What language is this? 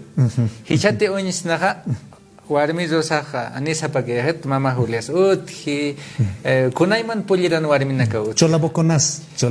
Aymara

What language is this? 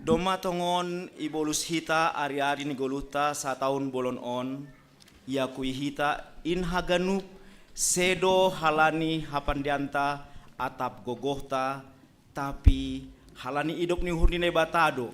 Batak Simalungun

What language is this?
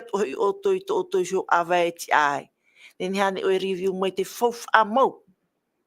Tahitian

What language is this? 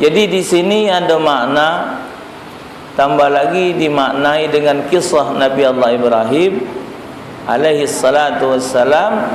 Musi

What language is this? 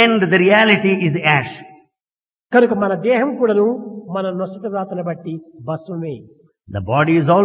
Telugu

